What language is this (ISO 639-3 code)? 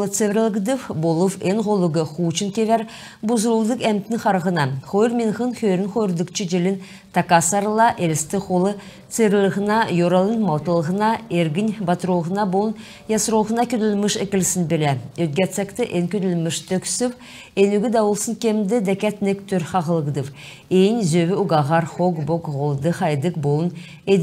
xal